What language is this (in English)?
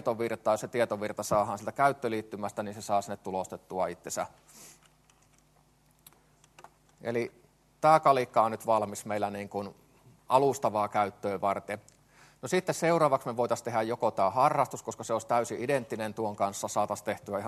Finnish